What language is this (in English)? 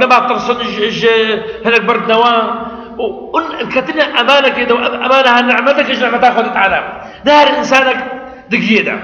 Kurdish